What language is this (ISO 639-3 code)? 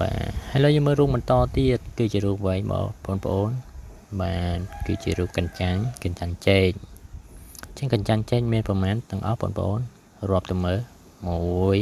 khm